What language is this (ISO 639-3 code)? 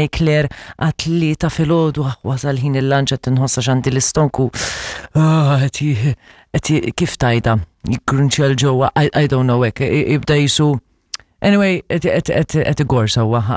mlt